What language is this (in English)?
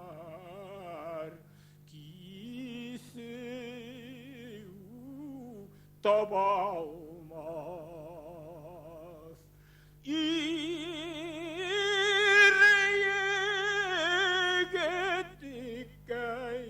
Bashkir